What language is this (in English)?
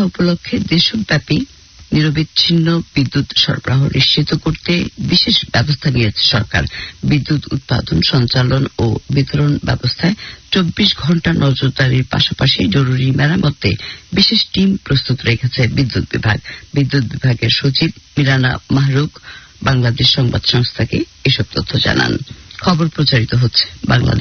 Bangla